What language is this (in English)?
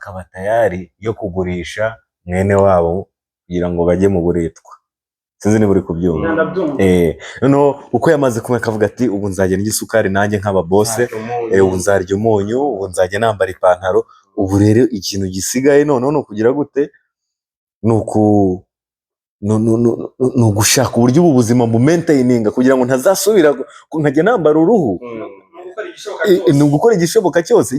Kinyarwanda